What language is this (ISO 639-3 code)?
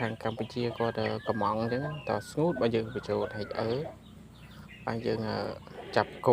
khm